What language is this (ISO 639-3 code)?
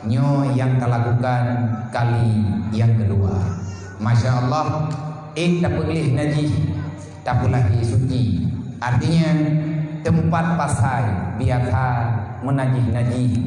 ace